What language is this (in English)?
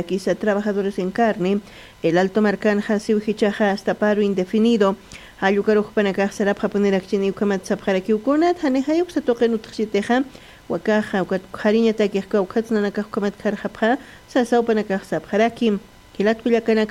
Aymara